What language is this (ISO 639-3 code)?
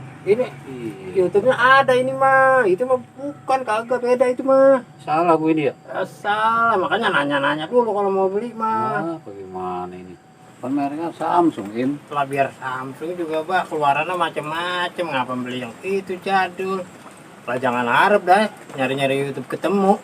bew